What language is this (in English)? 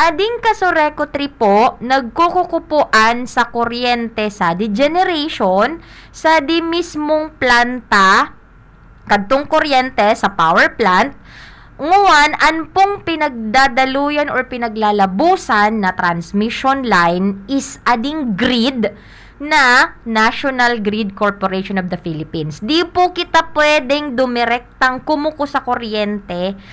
Bikol